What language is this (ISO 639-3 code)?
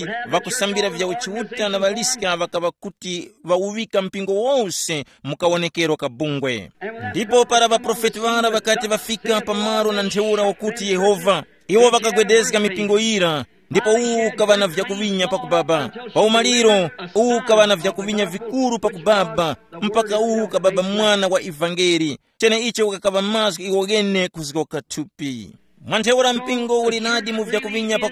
tum